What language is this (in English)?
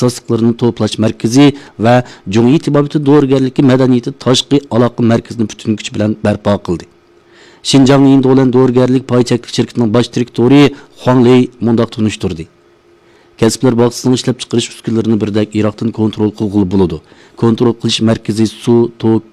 Uyghur